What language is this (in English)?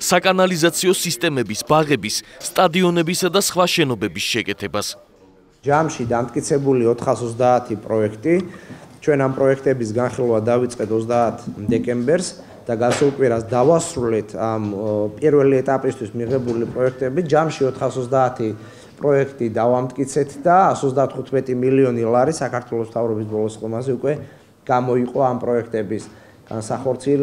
Georgian